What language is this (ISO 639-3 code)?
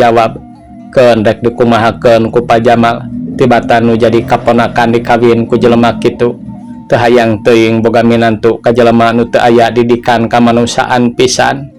sun